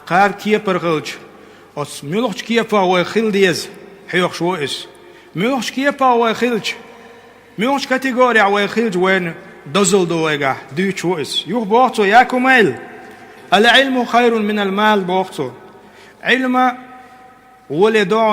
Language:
Chechen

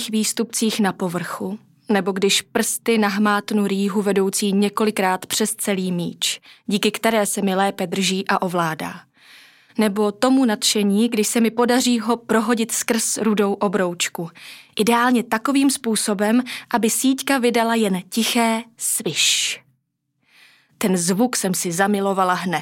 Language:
Czech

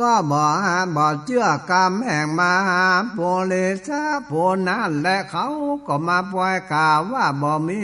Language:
Northern Thai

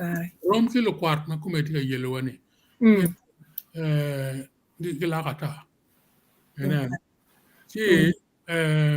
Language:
Acoli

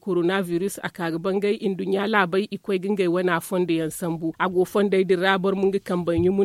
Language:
Zarma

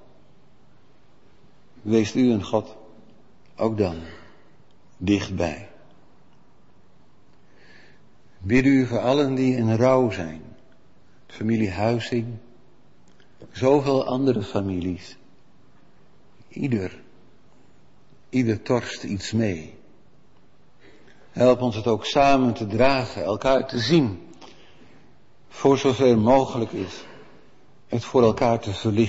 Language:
Dutch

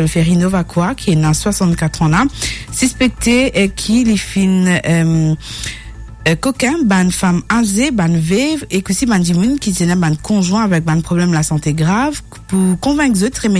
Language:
Morisyen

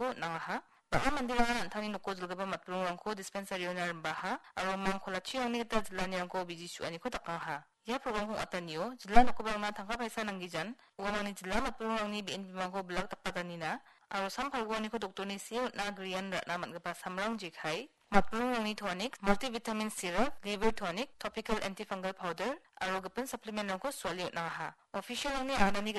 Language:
Garo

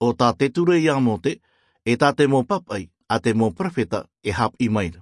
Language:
Tahitian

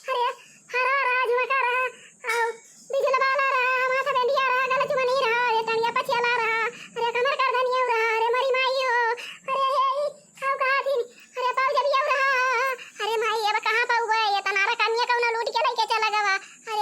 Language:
Awadhi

